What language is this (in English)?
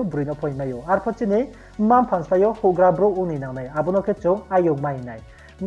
Riang (India)